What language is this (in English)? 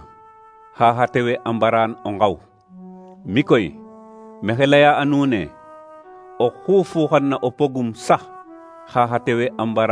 Serer